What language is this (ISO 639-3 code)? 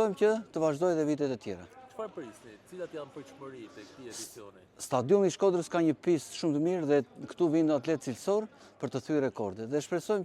sqi